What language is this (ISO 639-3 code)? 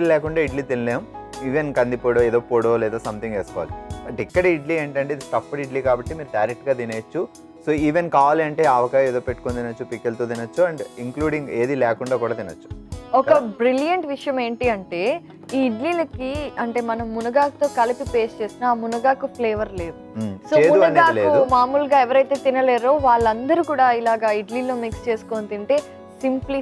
tel